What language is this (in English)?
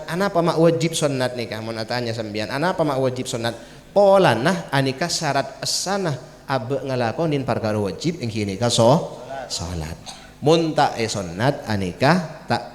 Madurese